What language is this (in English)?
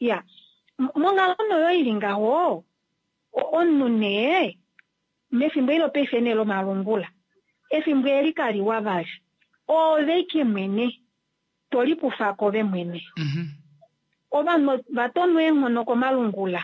Kuanyama